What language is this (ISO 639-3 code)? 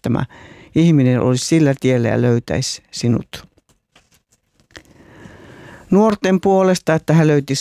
fin